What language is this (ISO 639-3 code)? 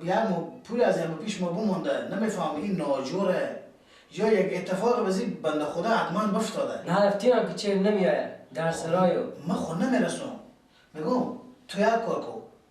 fas